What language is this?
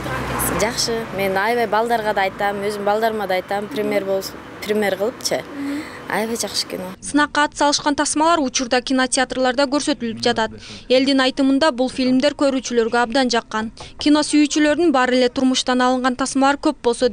Kyrgyz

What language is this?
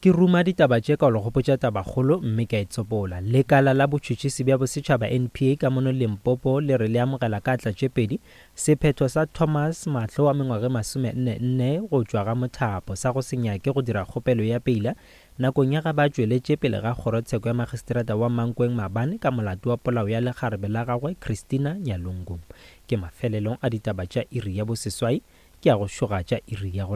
Northern Sotho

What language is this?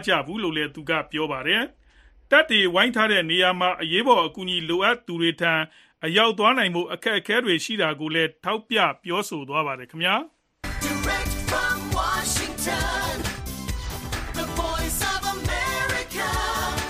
Burmese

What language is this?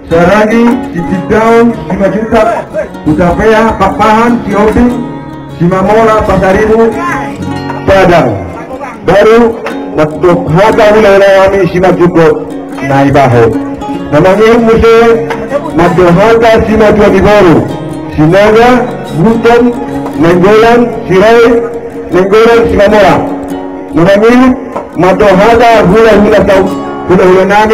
Batak Toba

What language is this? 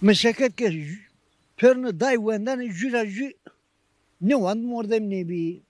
Zaza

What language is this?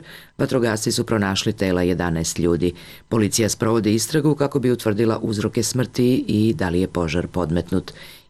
Serbian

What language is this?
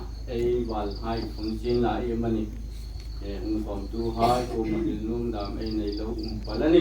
Hmar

